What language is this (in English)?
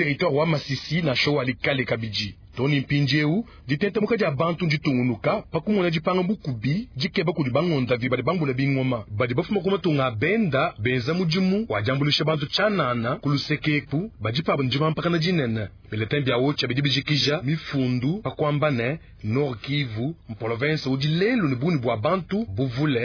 Luba-Lulua